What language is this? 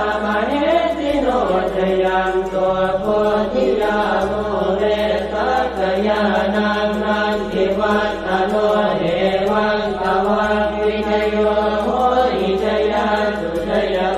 Pali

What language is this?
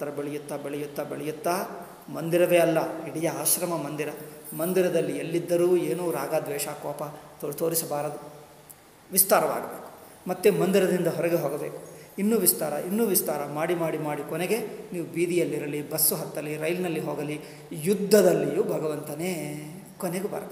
Kannada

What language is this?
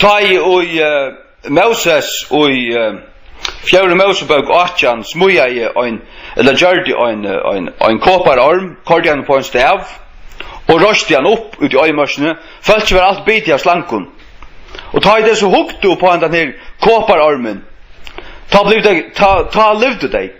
Faroese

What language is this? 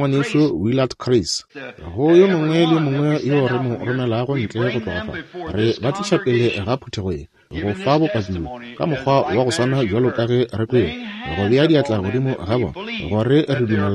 Northern Sotho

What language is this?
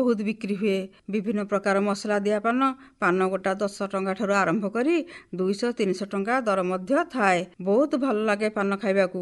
Odia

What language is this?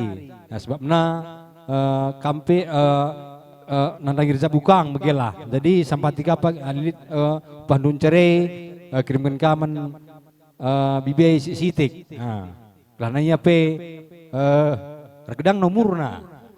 Batak Karo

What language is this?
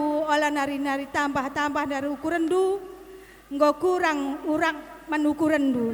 Batak Karo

